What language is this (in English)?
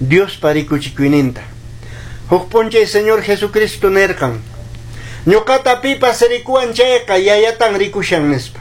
Quechua